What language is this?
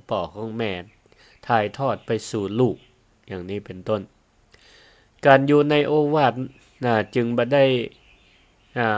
Northern Thai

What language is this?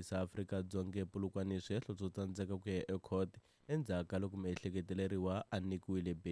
Tsonga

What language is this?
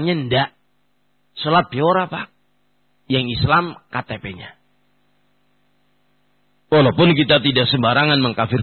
Indonesian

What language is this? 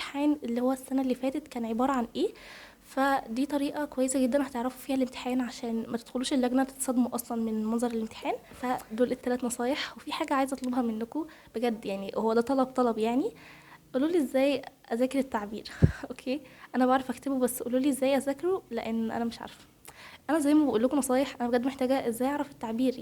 Egyptian Arabic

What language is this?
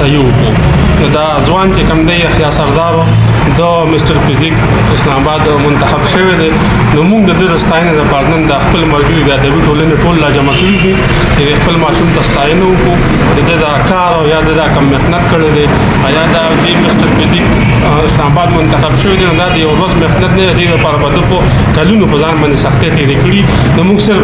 Pashto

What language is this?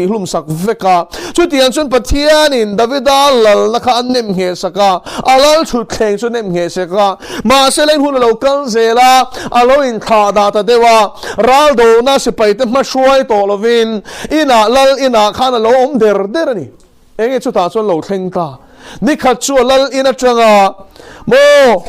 Mizo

